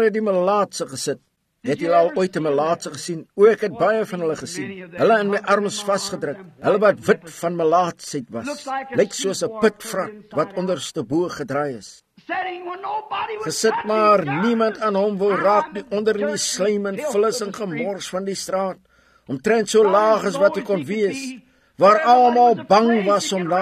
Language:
Afrikaans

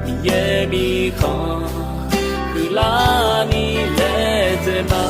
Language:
Akha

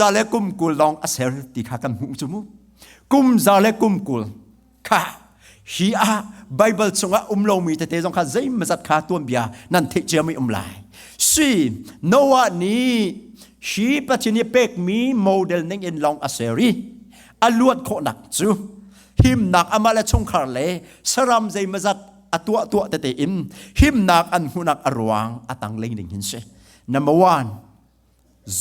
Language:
Hakha Chin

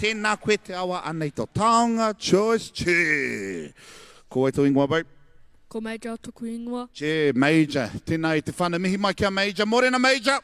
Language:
Māori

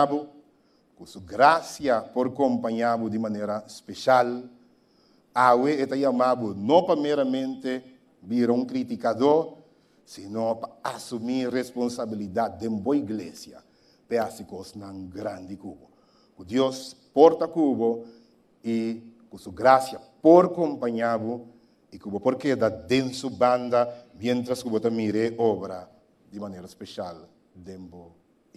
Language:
Papiamento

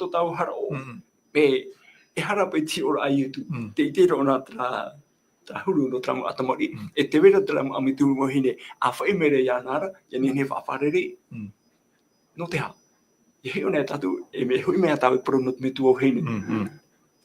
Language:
Tahitian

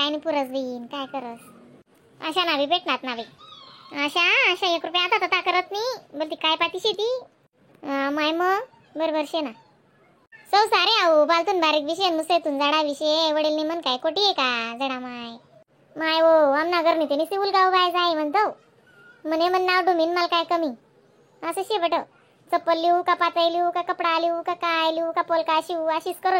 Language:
Khandesi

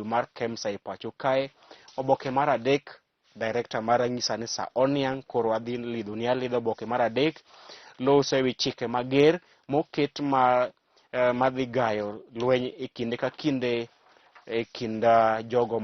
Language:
Luo (Kenya and Tanzania)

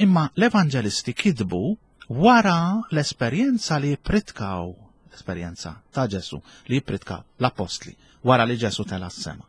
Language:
Maltese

